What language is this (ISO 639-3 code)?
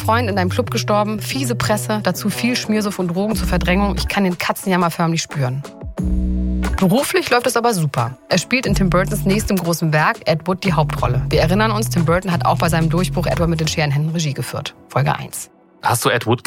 deu